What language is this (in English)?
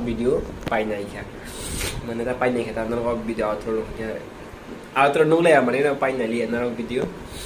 Kok Borok